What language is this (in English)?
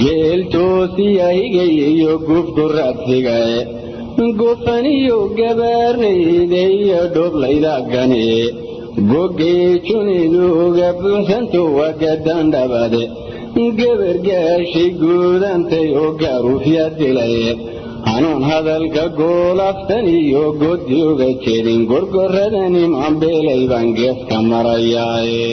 Somali